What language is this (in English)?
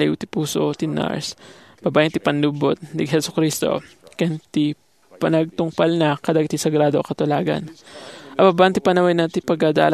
Iloko